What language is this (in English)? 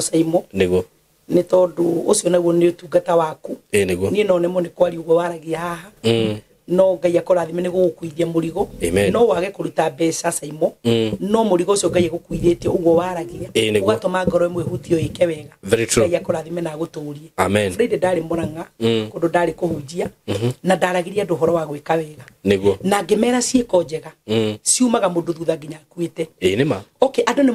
Kikuyu